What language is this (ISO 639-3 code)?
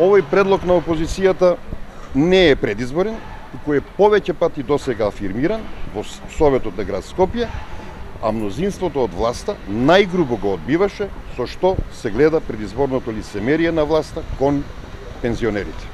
mkd